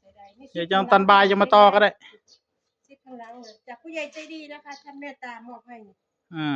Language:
Northeastern Thai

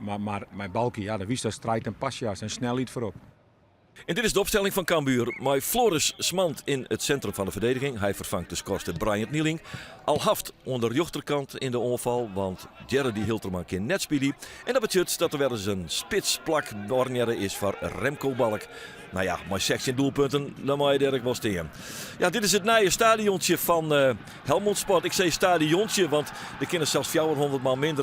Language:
Western Frisian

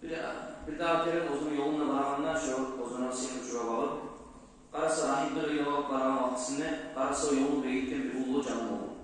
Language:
Kumyk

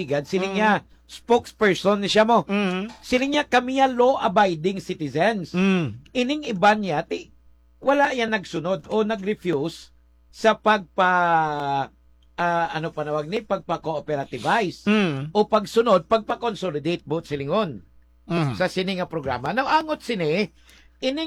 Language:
Hiligaynon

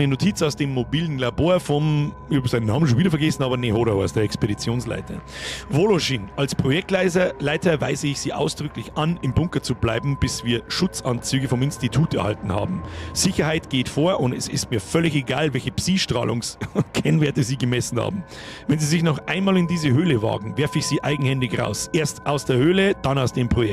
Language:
Bavarian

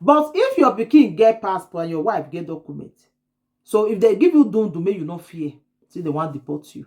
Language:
Nigerian Pidgin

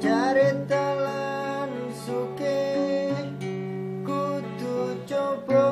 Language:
Javanese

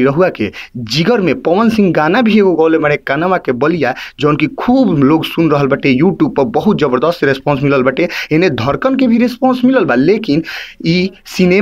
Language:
Bhojpuri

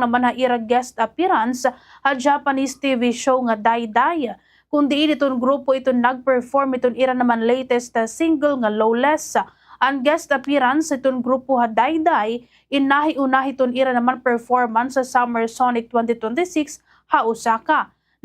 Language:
Waray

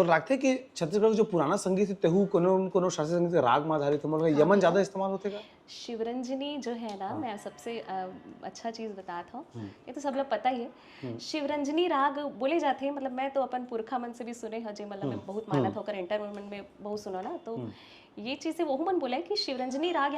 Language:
Chhattisgarhi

